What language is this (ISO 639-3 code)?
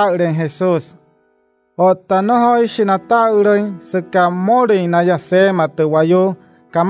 guc